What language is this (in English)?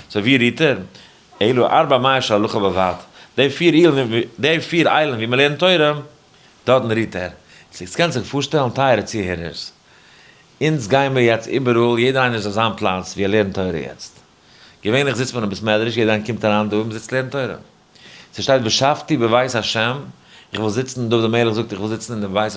Yiddish